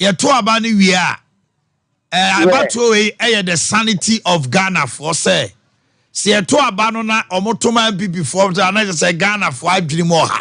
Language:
Akan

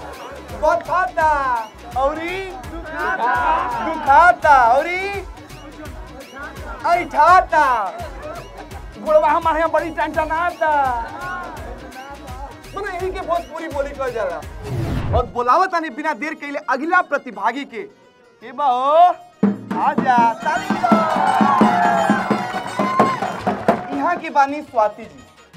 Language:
Bhojpuri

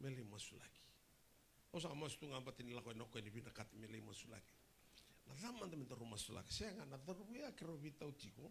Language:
Fijian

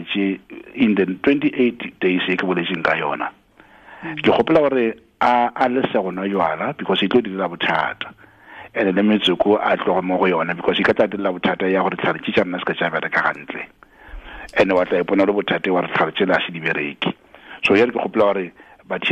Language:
Tswana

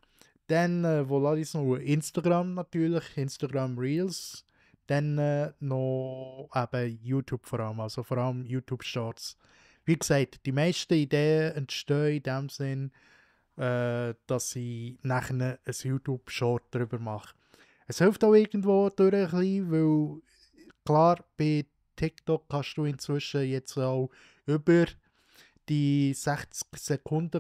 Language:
Swiss German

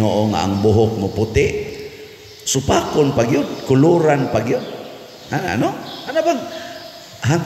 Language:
Cebuano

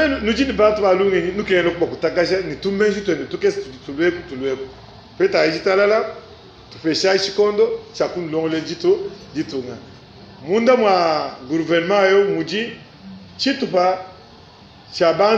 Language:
Luba-Lulua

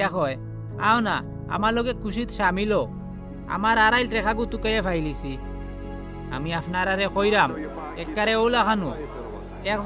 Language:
Sylheti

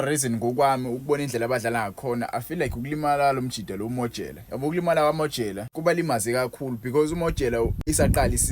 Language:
Zulu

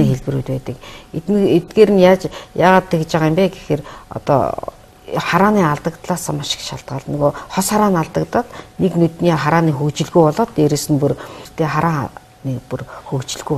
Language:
Mongolian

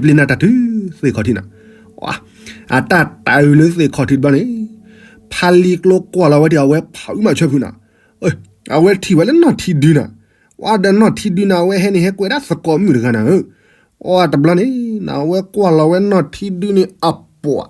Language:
S'gaw Karen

